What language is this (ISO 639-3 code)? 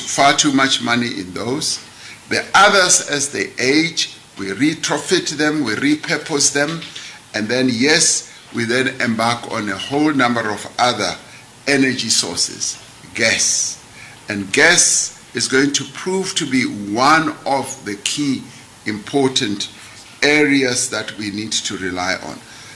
eng